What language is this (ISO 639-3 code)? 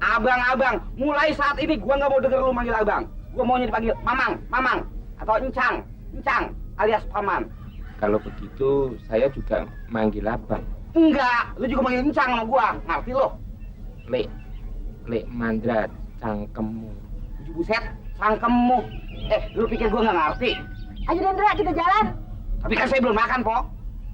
bew